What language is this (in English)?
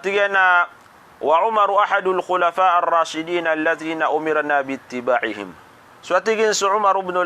Maranao